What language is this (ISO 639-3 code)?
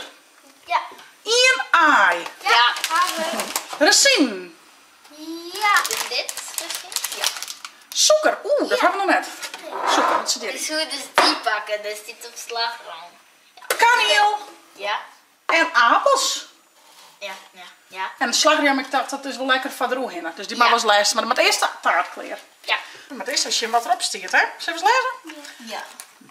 fry